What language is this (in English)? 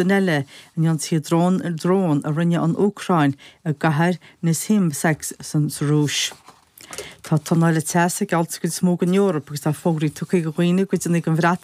Irish